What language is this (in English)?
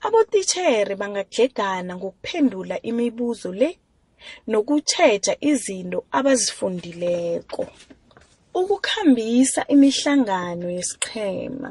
South Ndebele